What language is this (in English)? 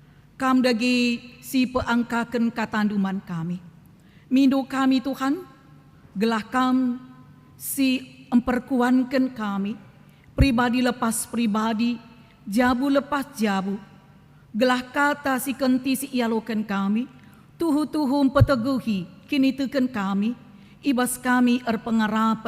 Batak Karo